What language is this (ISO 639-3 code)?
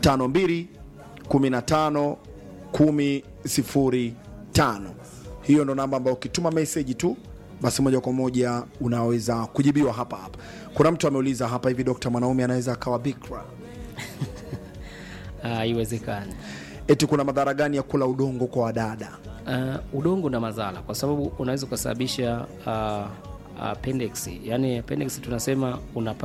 swa